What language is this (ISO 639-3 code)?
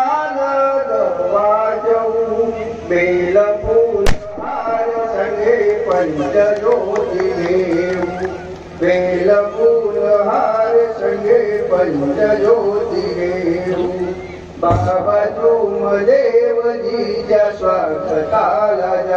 mar